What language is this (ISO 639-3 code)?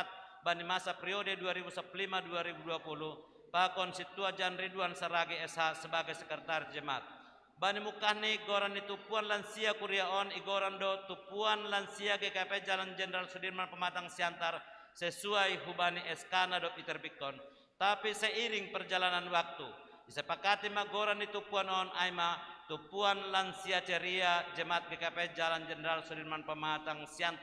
bts